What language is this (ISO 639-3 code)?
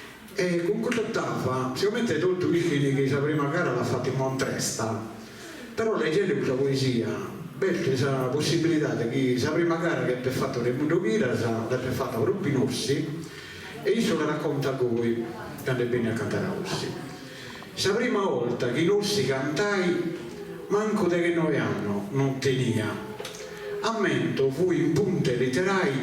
srd